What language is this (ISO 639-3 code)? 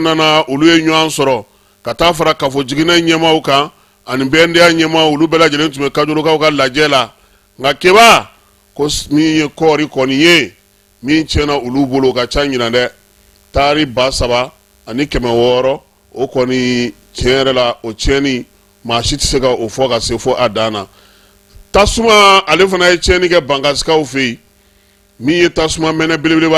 bam